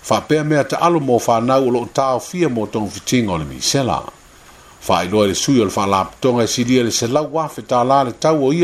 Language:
Samoan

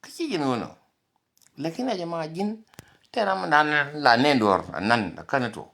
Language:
Nuer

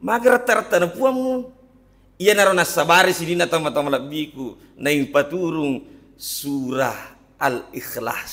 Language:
Buginese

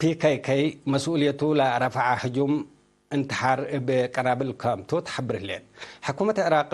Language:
Tigre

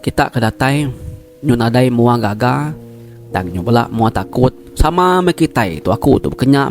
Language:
Iban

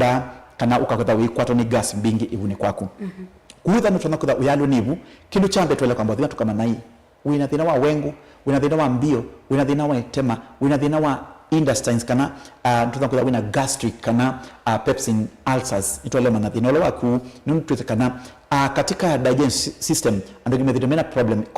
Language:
Kamba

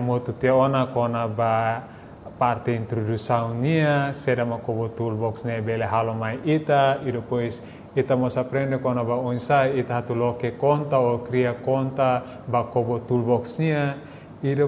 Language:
Tetum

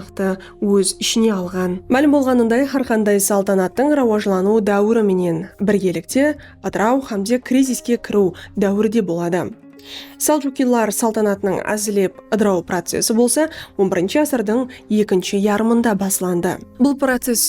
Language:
Kara-Kalpak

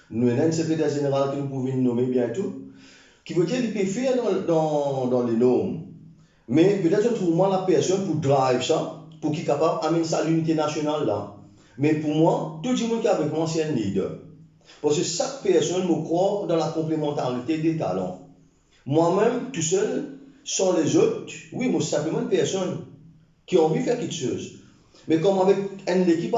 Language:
Morisyen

